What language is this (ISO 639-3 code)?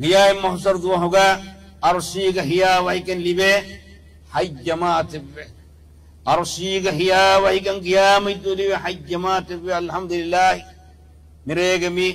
div